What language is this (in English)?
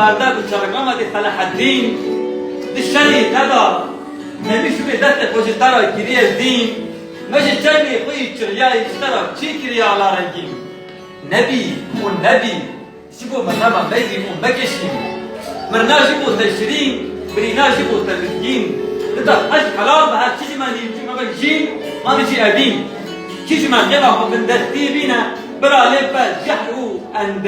Kurdish